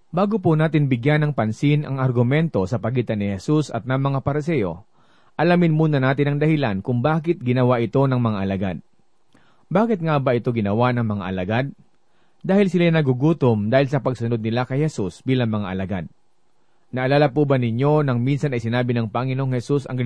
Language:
Filipino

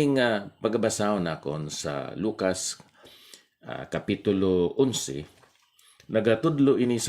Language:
Hiligaynon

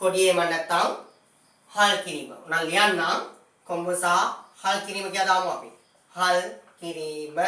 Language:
Sinhala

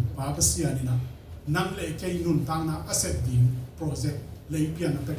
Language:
Tedim Chin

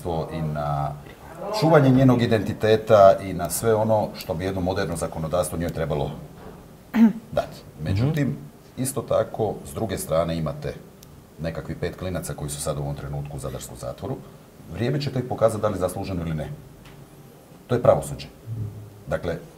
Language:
Croatian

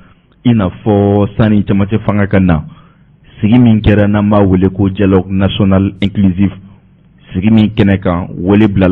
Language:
Bambara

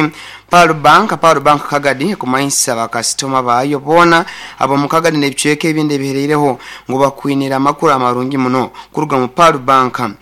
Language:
Nyankole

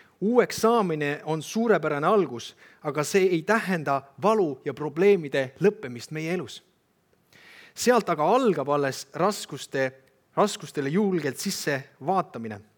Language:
Estonian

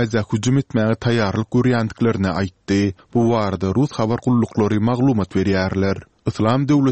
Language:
Turkmen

